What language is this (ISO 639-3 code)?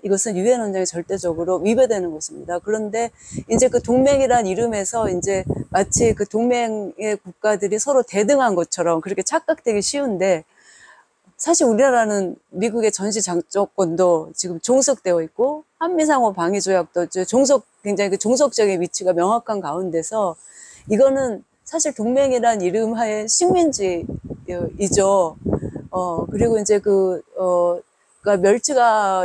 kor